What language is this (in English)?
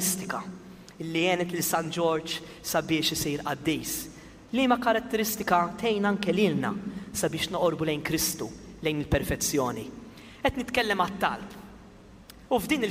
Maltese